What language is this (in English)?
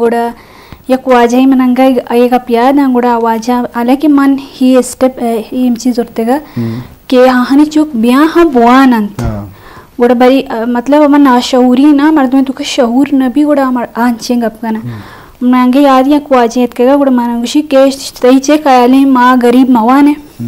Eastern Balochi